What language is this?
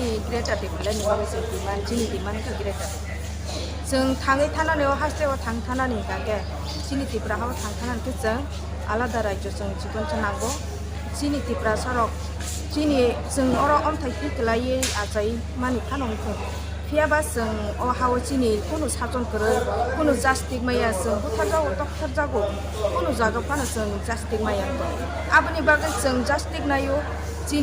Kok Borok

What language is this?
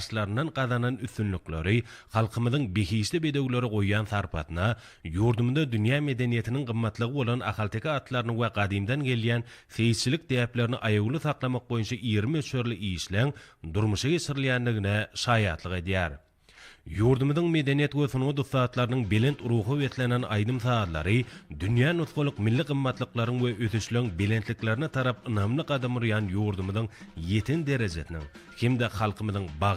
Turkmen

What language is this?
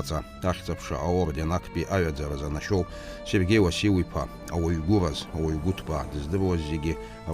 Abkhazian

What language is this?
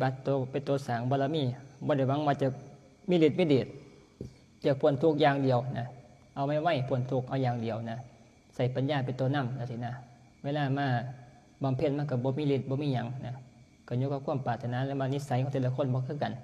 Northeastern Thai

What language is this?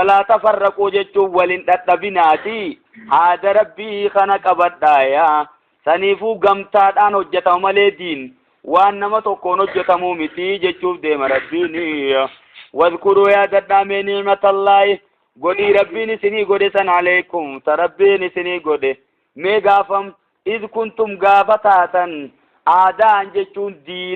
Oromo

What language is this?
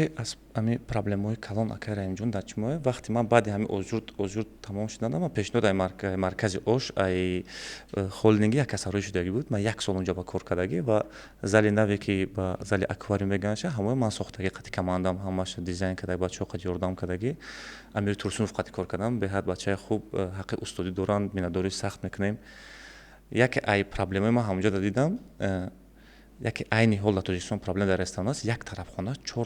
Tajik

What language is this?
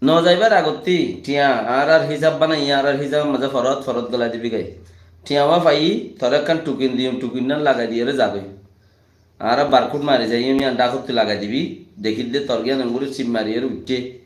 Rohingya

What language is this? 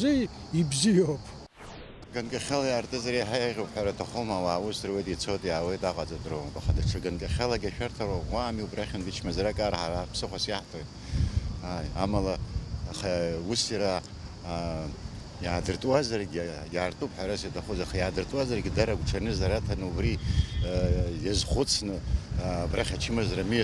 Abkhazian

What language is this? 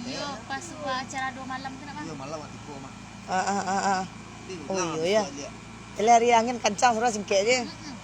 Minangkabau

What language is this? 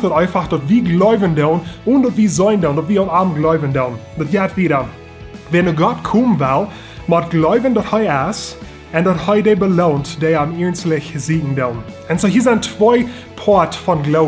Plautdietsch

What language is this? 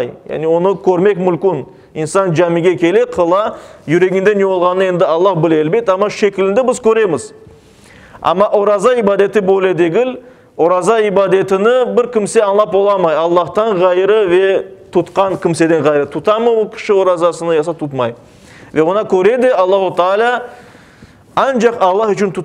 Crimean Tatar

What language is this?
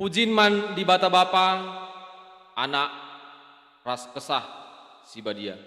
Batak Karo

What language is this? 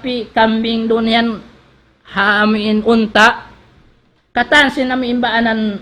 Tausug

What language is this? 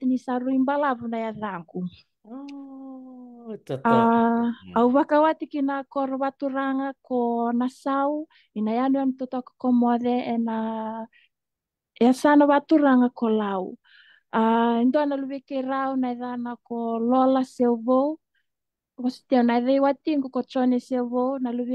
Fijian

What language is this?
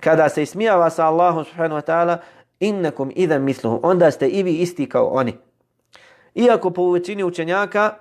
Bosnian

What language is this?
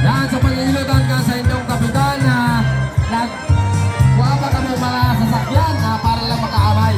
Bikol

